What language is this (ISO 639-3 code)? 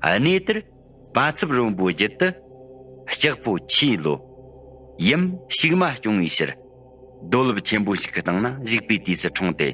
bod